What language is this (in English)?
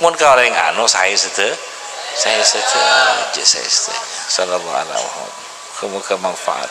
Madurese